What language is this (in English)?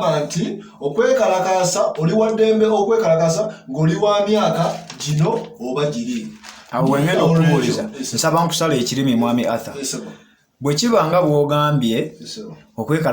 Ganda